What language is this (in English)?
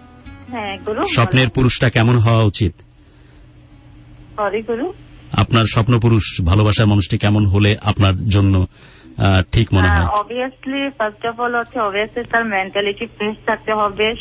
Bangla